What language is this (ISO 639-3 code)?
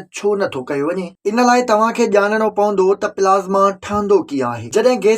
snd